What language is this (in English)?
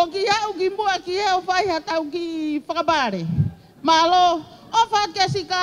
Tongan